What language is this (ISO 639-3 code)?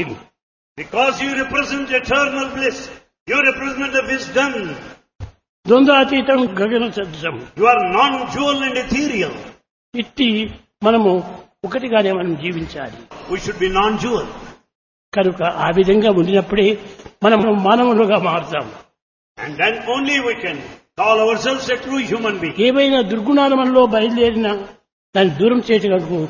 tel